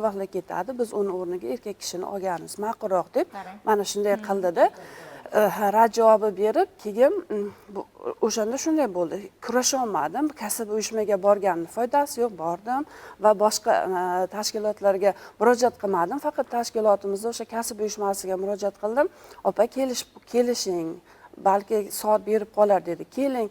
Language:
Uzbek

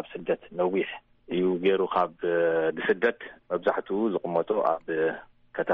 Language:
Tigrinya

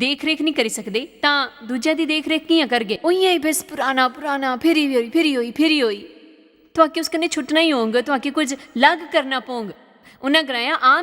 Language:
Dogri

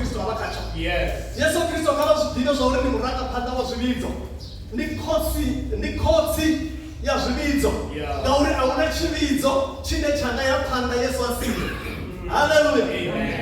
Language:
Venda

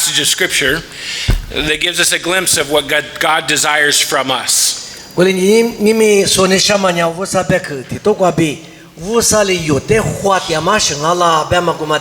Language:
Lisu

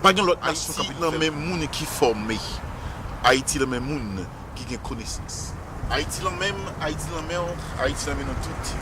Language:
Haitian Creole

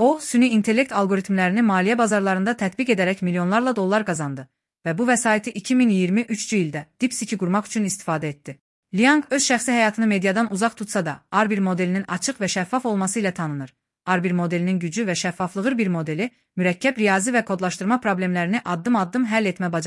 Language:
Azerbaijani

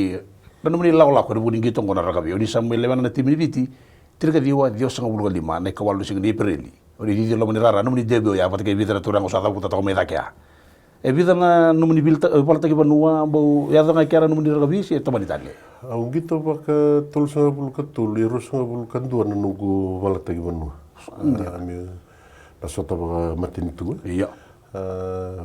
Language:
Fijian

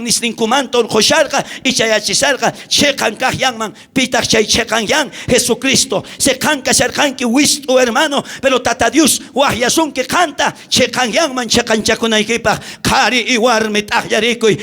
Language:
South Bolivian Quechua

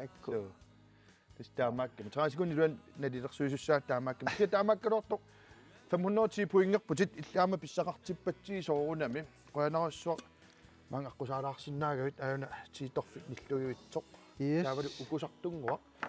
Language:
Kalaallisut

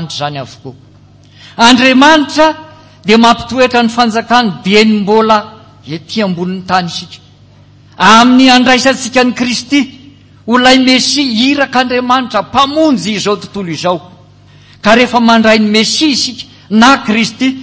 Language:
Malagasy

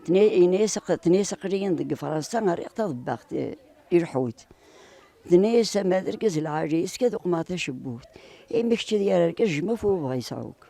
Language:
Kabyle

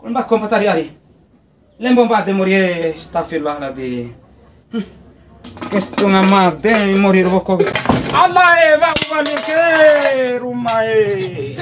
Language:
Bima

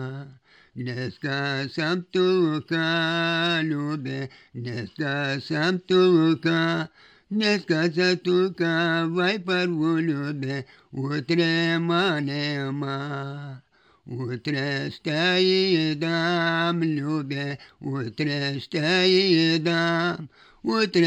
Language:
Serbian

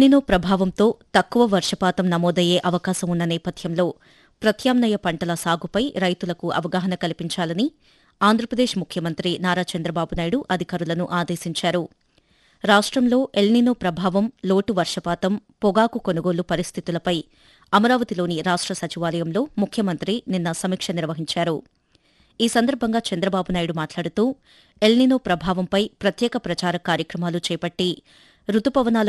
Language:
Telugu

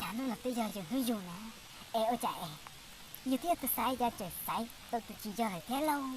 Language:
Hmong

